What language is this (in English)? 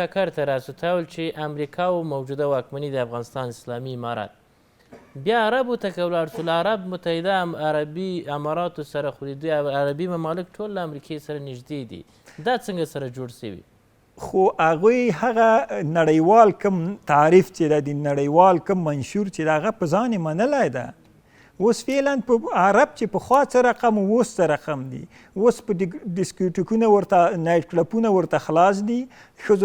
Pashto